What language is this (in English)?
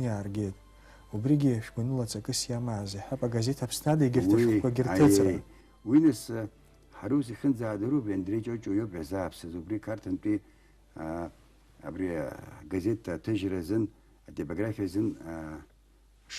Abkhazian